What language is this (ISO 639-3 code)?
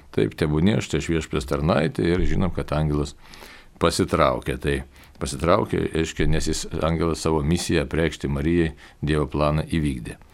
lit